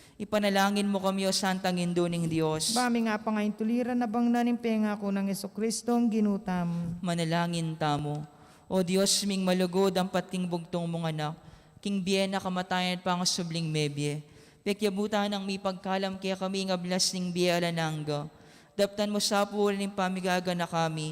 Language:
Pampanga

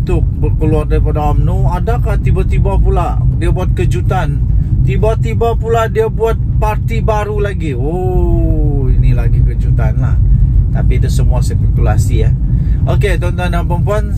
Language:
Malay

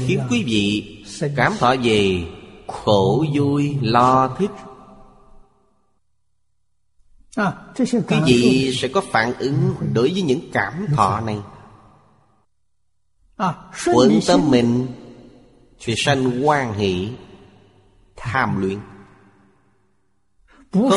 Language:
Vietnamese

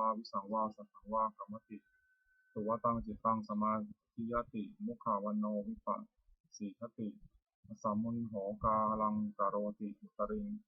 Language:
Pali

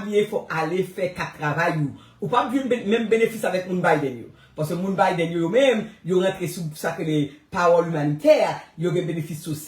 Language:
Haitian Creole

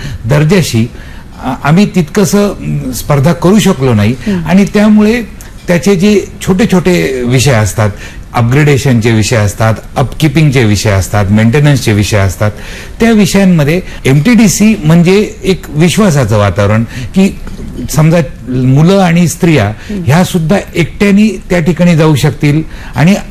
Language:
Marathi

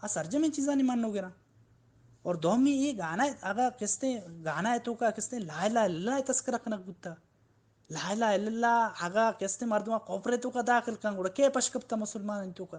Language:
Baluchi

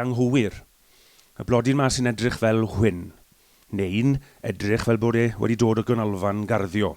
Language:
Welsh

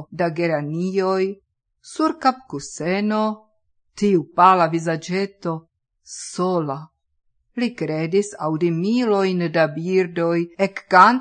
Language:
Esperanto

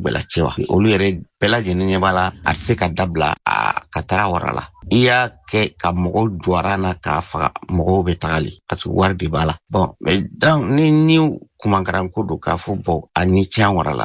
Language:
Bambara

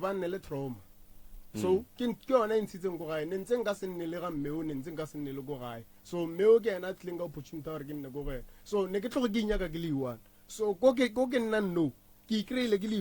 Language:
Northern Sotho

